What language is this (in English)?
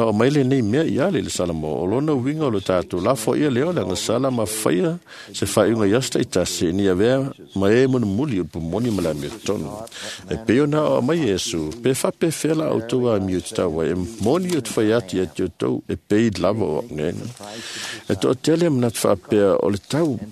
Samoan